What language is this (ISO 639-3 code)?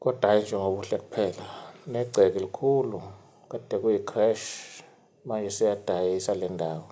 zul